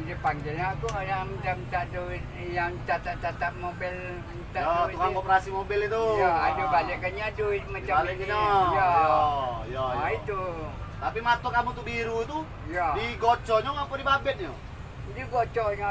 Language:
Musi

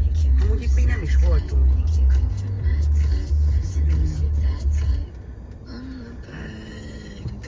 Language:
Hungarian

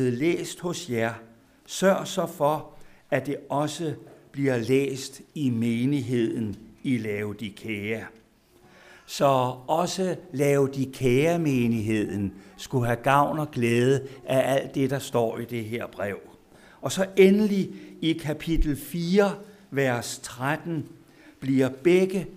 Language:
Danish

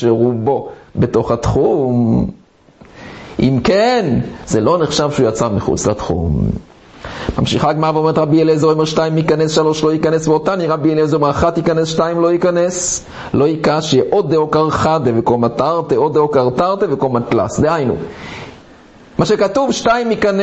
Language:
Hebrew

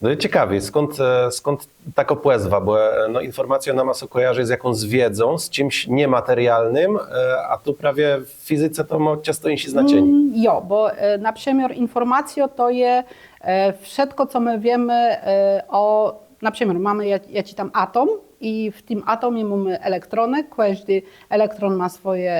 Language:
Kashubian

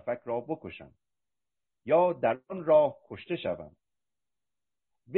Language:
Persian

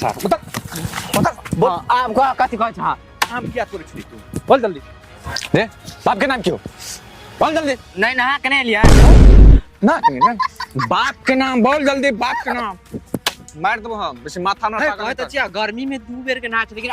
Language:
Maithili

